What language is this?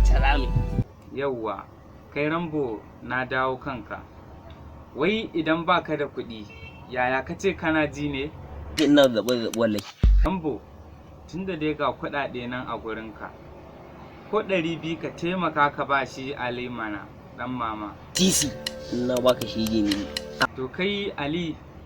Hausa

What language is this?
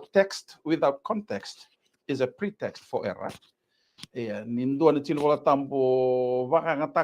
Fijian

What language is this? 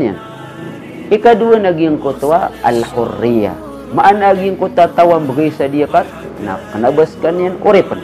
Maranao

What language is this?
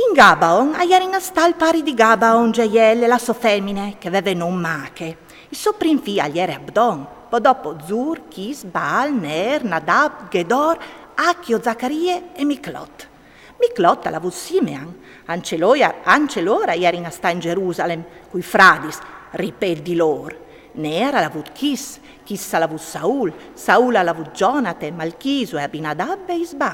Friulian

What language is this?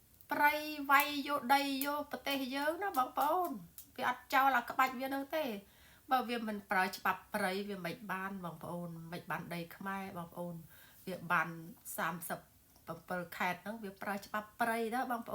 Khmer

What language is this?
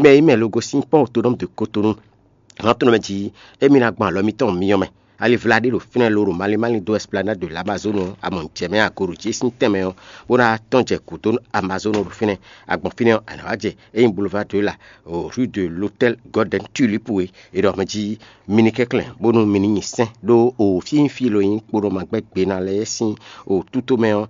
Fon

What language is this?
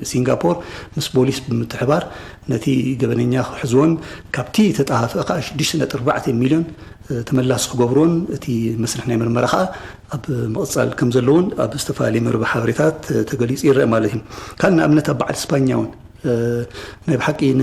Tigrinya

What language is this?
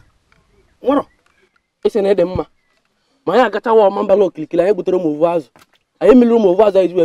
Igbo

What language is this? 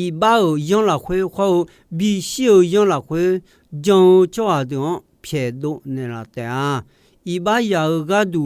Akha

